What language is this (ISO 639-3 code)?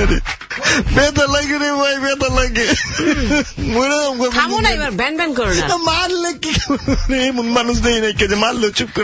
ben